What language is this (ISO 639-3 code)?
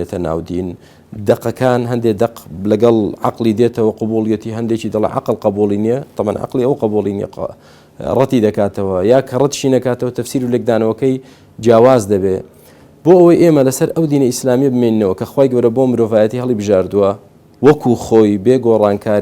ckb